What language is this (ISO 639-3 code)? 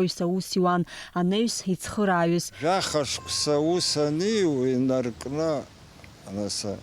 abk